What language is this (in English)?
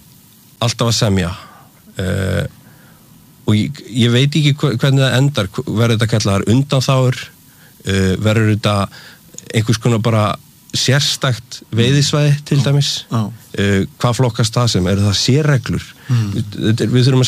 Icelandic